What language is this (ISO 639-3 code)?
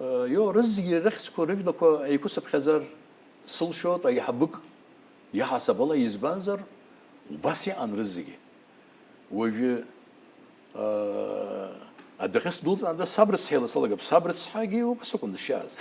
abk